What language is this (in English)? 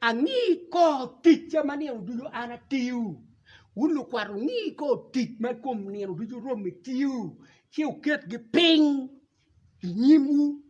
Acoli